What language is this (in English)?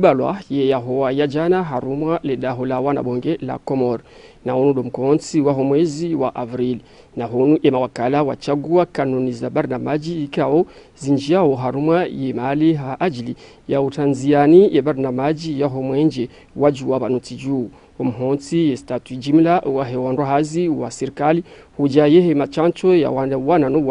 Ngazidja Comorian